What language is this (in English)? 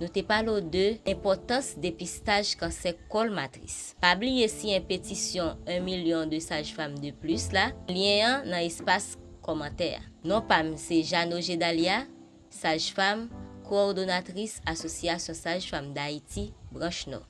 Haitian Creole